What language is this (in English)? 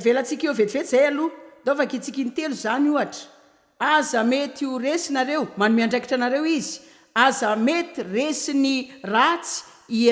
Malagasy